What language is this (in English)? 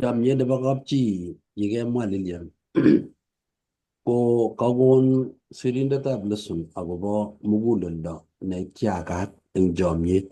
Kalenjin